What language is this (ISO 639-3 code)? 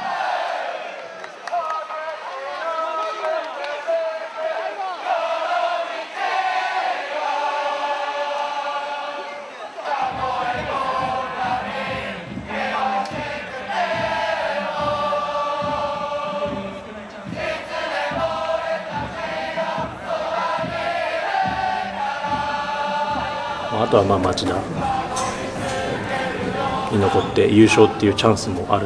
jpn